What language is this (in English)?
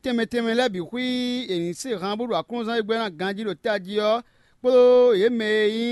Fon